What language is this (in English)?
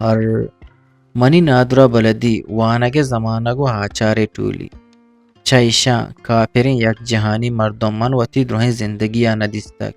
Eastern Balochi